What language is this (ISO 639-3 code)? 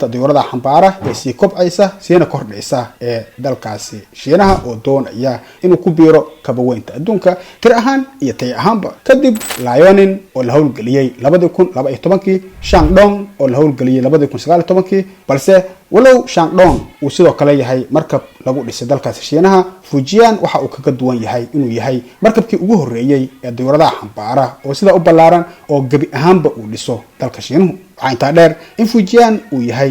som